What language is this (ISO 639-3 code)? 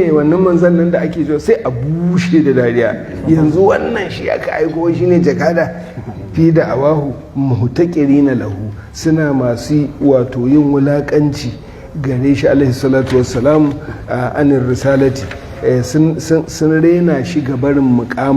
hau